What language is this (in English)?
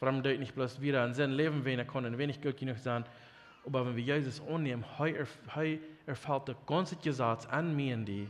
Plautdietsch